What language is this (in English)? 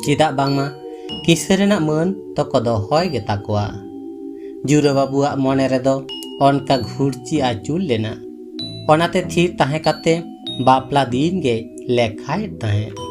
Santali